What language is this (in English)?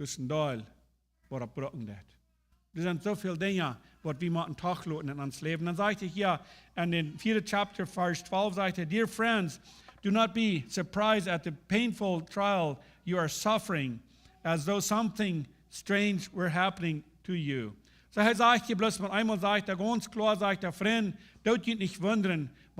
Plautdietsch